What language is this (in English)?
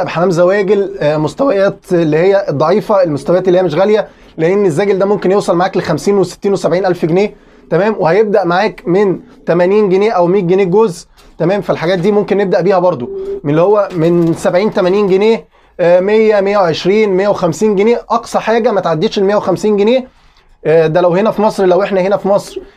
Egyptian Arabic